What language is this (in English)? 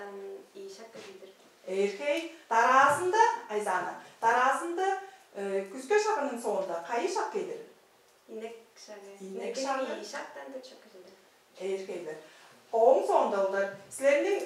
Tuvinian